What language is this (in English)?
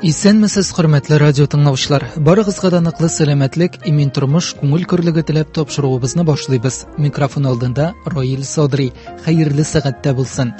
Tatar